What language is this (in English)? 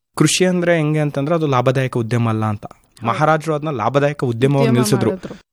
Kannada